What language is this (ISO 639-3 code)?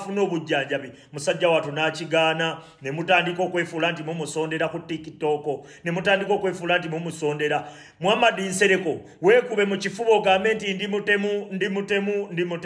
lug